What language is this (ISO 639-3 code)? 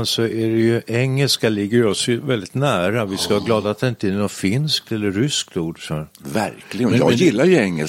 swe